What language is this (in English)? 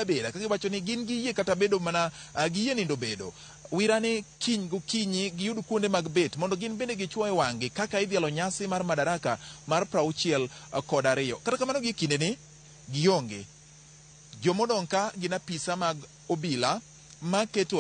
Luo (Kenya and Tanzania)